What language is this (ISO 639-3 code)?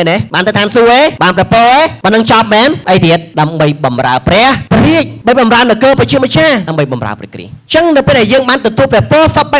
khm